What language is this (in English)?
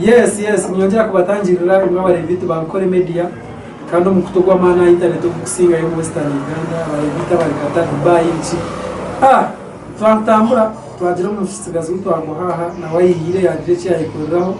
Nyankole